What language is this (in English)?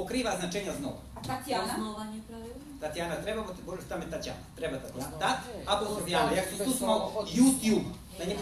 Rusyn